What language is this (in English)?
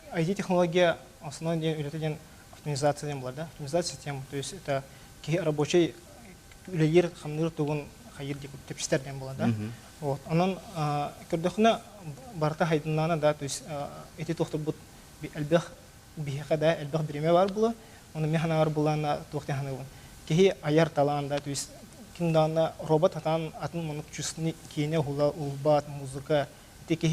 Yakut